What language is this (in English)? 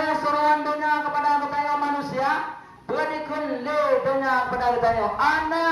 Achinese